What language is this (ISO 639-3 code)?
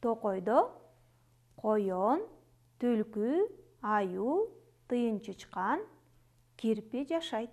kir